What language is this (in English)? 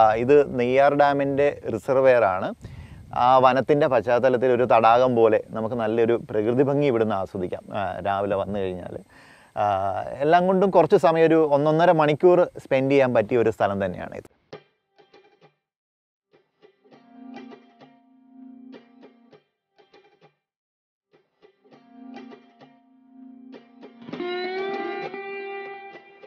Malayalam